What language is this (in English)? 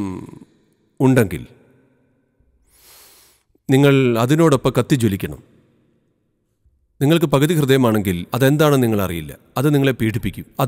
Malayalam